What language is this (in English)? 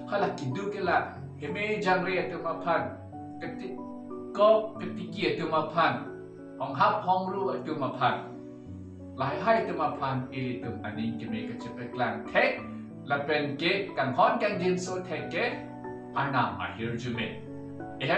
Karbi